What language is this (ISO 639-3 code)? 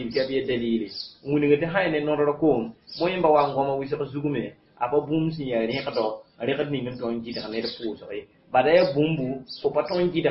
mos